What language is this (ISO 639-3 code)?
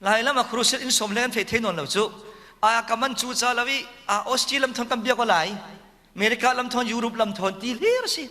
cfm